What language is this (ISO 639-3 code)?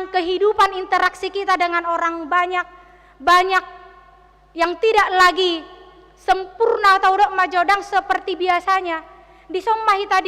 bbc